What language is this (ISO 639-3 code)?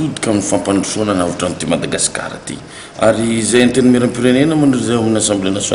mlg